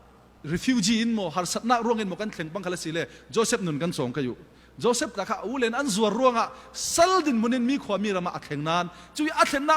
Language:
Falam Chin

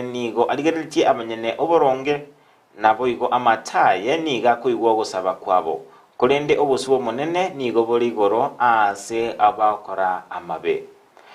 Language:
Gusii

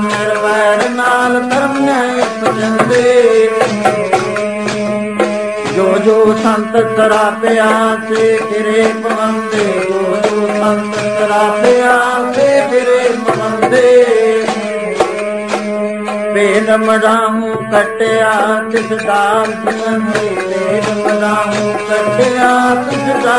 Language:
Punjabi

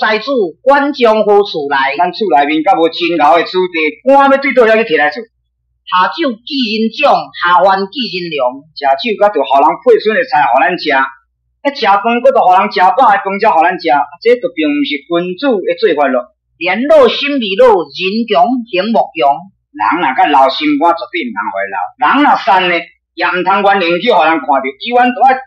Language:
Min Nan Chinese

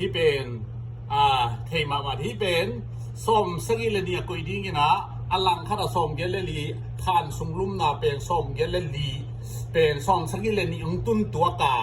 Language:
Tedim Chin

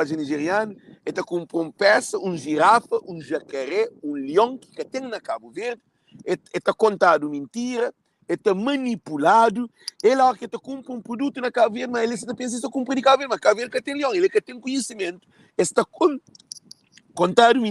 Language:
Kabuverdianu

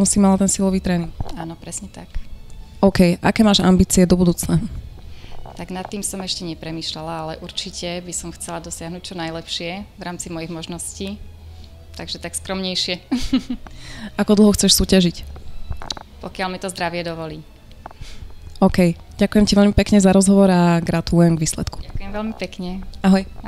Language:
Slovak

